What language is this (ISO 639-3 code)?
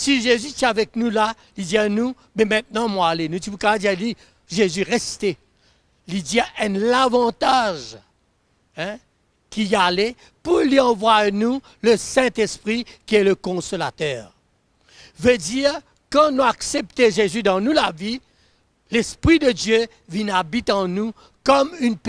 mfe